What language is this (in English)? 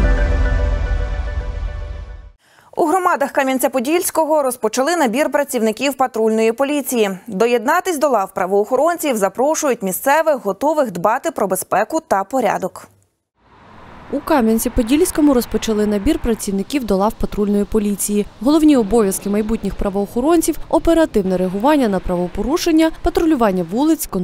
Ukrainian